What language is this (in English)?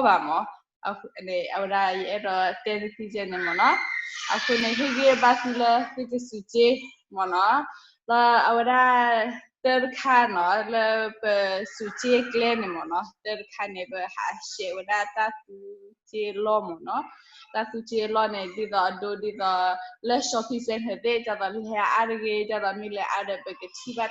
S'gaw Karen